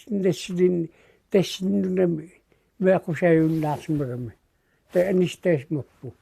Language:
Kalaallisut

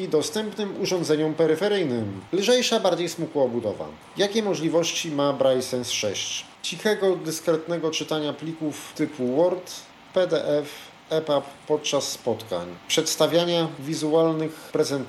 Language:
Polish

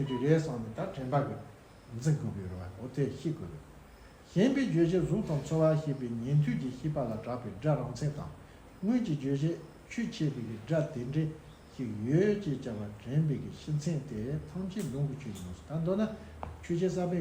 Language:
Tibetan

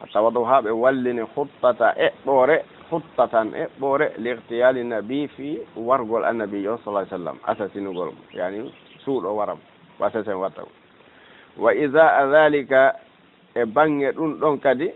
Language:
Fula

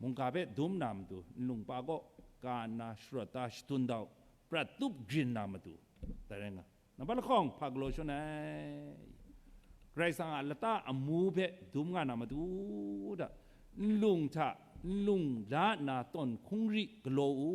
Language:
Kachin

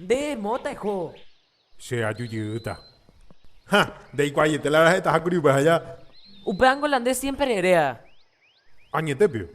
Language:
Guarani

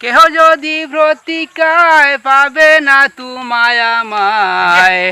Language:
Sylheti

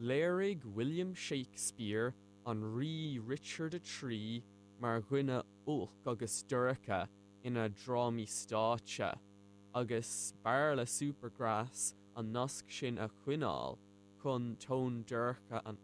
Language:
Irish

